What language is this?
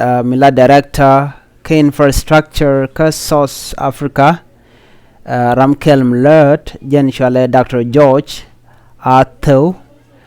Nuer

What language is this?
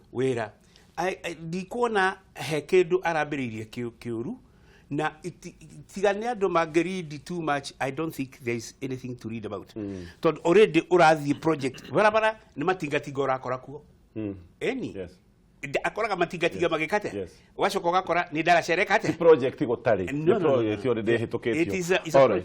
Kikuyu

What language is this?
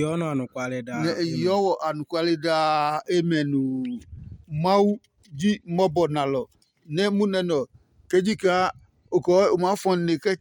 Adangme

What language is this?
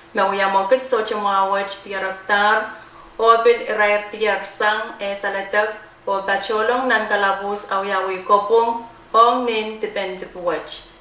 Pohnpeian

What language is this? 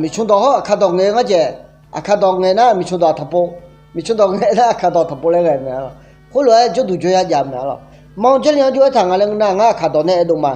Akha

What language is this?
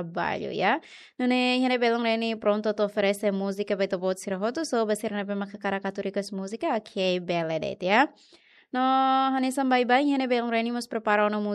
Tetum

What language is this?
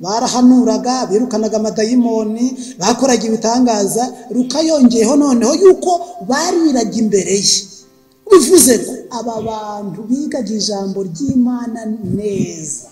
Kinyarwanda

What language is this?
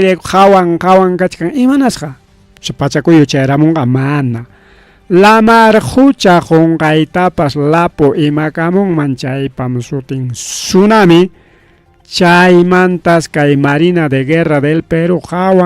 Ayacucho Quechua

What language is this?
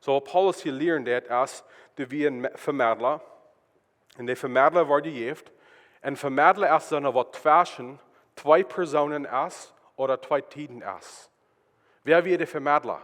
Plautdietsch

